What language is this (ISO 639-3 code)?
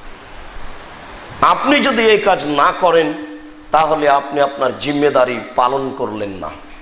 ben